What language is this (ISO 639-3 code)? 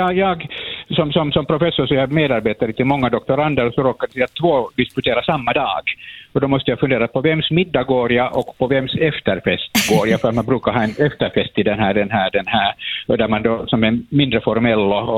swe